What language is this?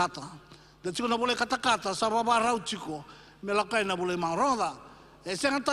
Fijian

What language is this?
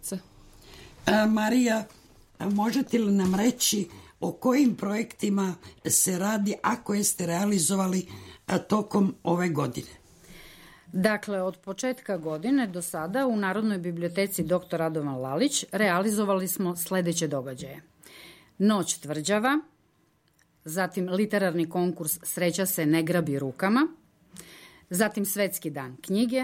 Serbian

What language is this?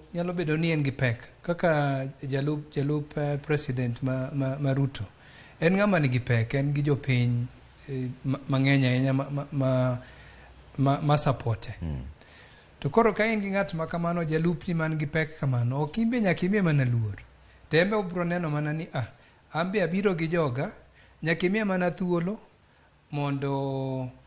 Luo (Kenya and Tanzania)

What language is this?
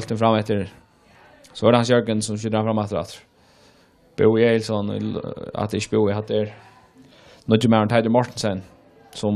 Faroese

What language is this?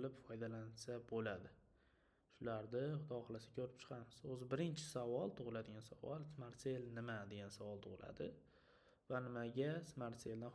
Uzbek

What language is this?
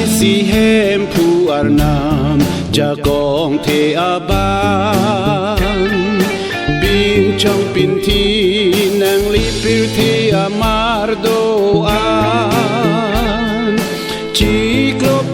Karbi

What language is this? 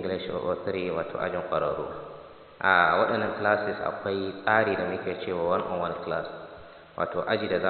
Hausa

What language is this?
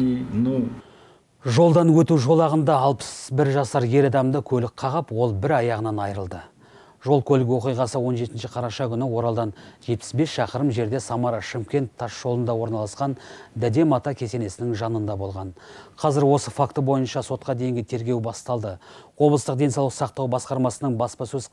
Kazakh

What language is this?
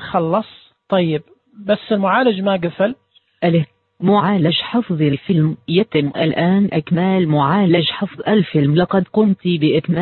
Najdi Arabic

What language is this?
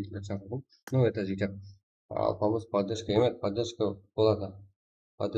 Kara-Kalpak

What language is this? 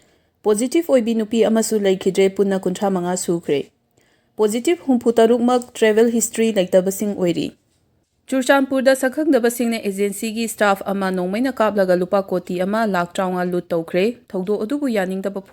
Manipuri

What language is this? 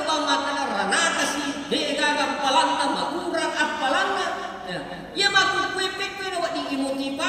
Buginese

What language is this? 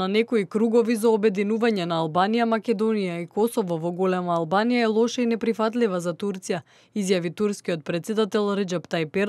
Macedonian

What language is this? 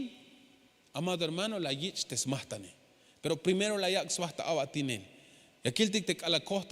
Tzeltal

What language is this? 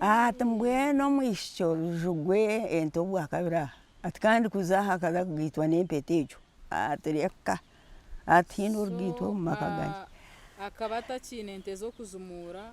Nyankole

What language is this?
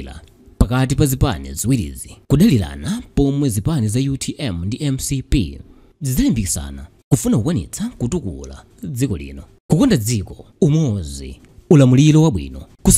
Nyanja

